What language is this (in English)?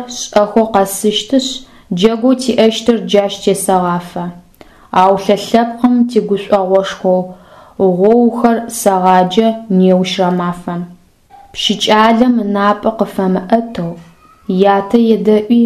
Adyghe